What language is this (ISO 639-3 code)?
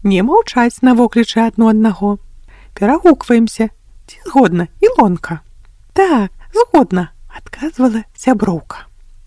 bel